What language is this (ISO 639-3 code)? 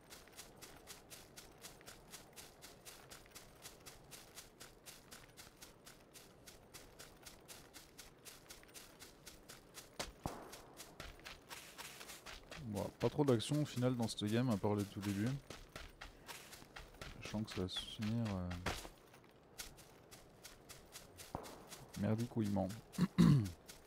fra